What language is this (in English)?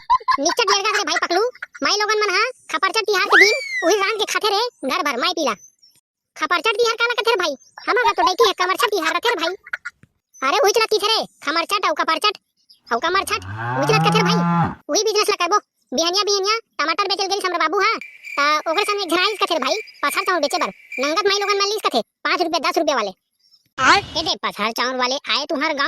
Chhattisgarhi